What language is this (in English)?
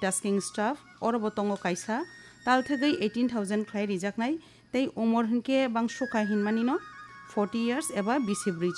Kok Borok